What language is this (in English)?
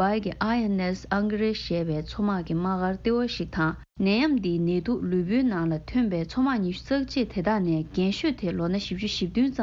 Tibetan